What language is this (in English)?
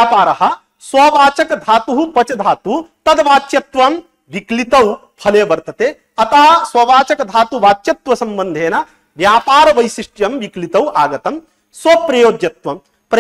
Sanskrit